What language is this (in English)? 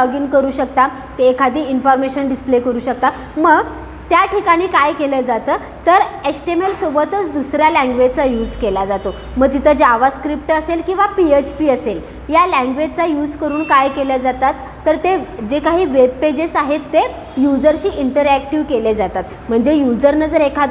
Marathi